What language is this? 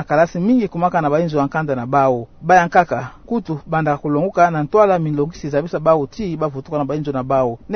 Kituba (Democratic Republic of Congo)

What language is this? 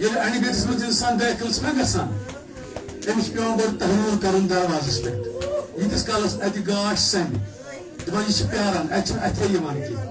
Kashmiri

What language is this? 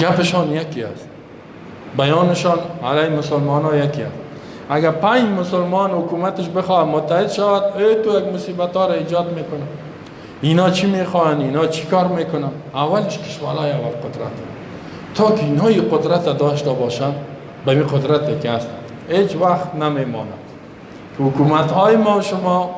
Persian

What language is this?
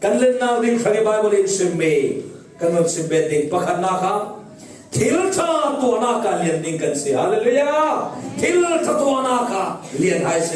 Falam Chin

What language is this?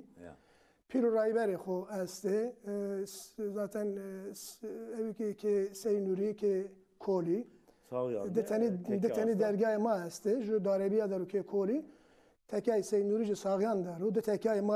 Zaza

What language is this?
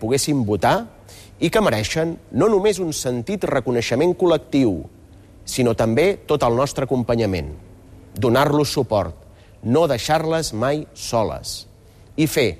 Catalan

